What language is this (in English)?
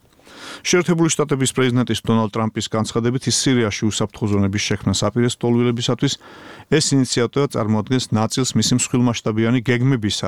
Georgian